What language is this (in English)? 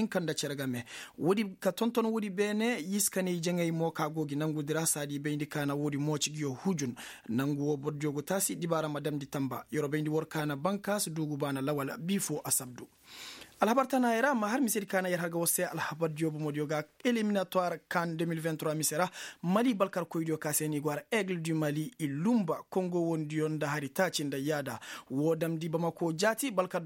Koyraboro Senni